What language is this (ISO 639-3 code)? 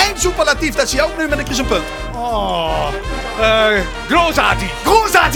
lim